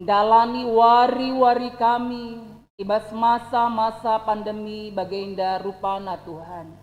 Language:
Batak Karo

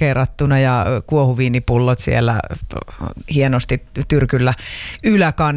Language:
Finnish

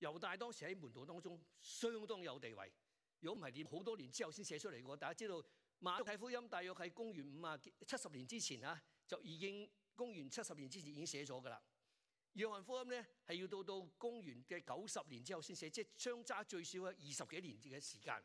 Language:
Cantonese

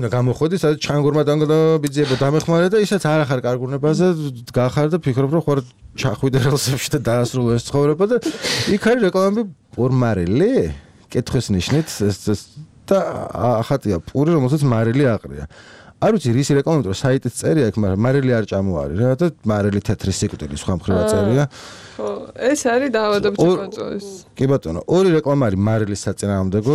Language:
Georgian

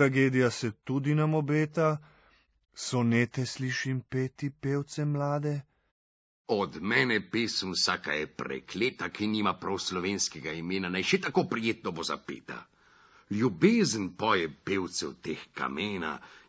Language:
Slovenian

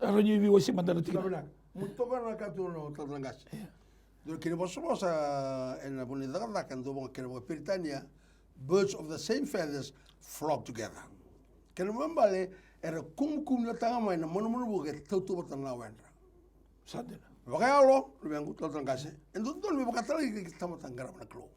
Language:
Fijian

